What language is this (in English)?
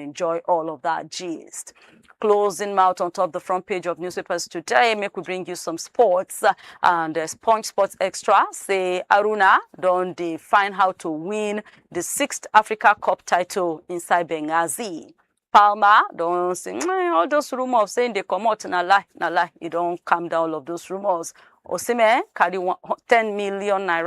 Nigerian Pidgin